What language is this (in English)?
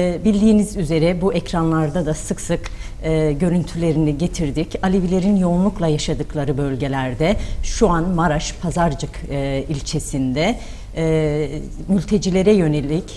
Turkish